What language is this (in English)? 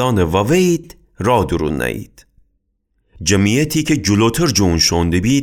Gilaki